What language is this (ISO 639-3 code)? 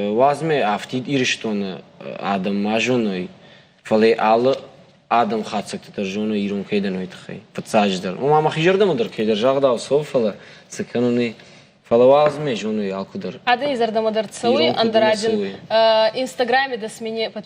oss